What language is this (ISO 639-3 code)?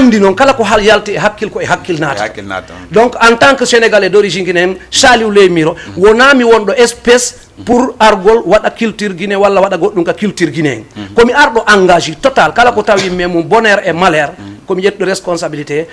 ful